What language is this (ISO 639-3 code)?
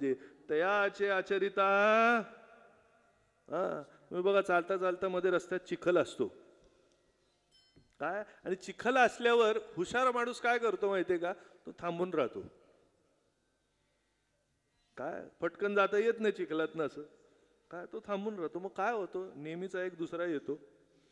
mar